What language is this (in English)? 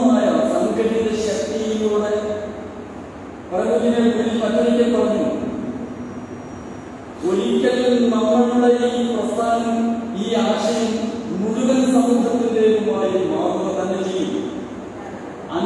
Malayalam